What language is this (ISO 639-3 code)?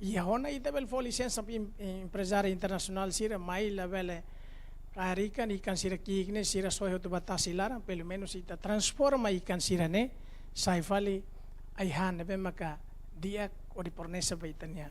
tet